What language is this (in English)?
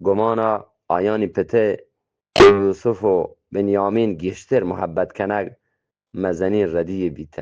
Eastern Balochi